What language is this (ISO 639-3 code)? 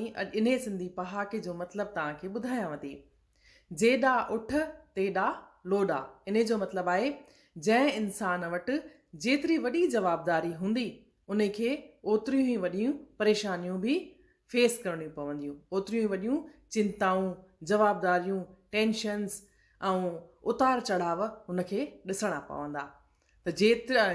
snd